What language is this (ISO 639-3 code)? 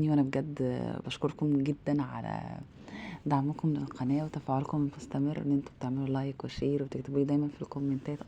arz